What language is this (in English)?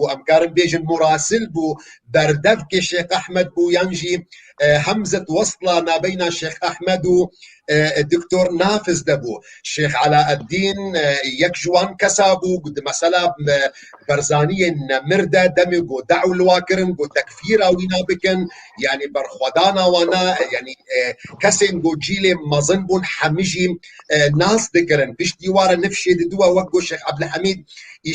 Kurdish